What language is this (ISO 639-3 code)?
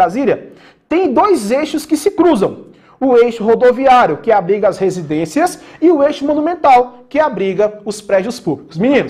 por